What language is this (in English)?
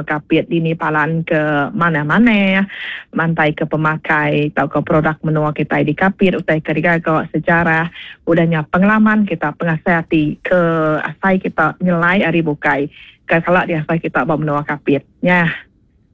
Iban